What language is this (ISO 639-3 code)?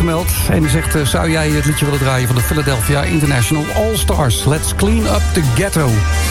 nld